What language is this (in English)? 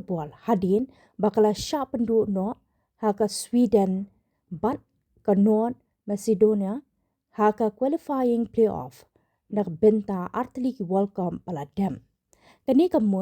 Khasi